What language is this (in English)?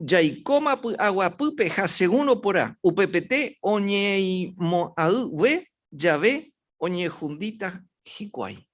Guarani